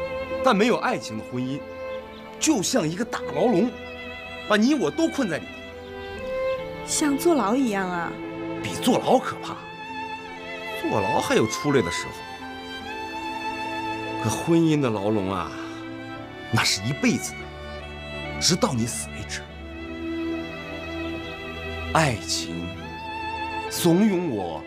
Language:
Chinese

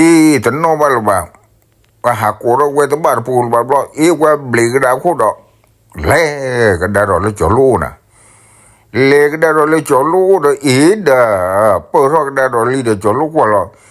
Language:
S'gaw Karen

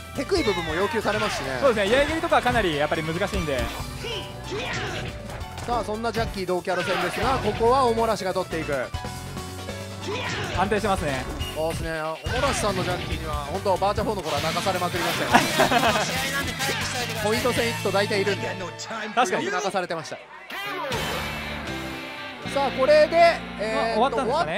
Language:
Japanese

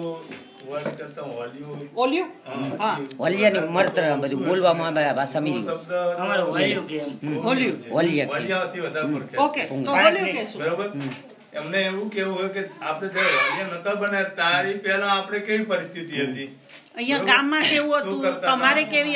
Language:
Gujarati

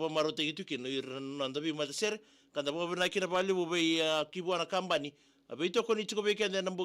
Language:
Fijian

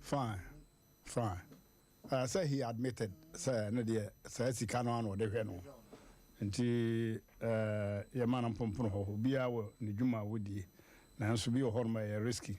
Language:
Akan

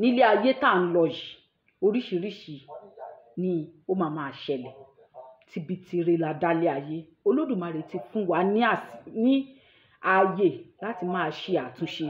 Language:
Yoruba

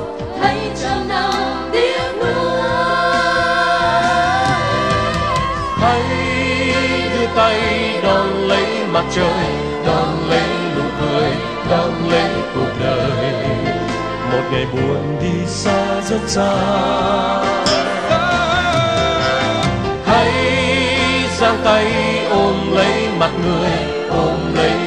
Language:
Vietnamese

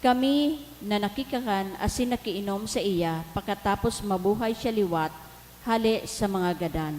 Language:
Bikol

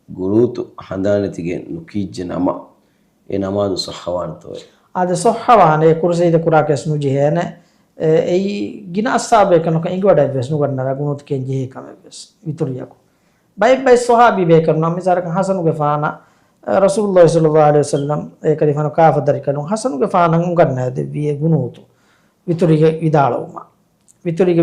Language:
Divehi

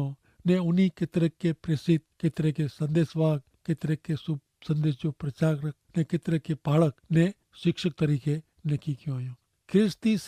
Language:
Kachhi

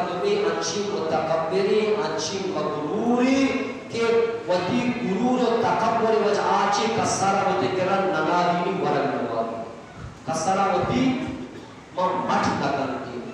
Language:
Eastern Balochi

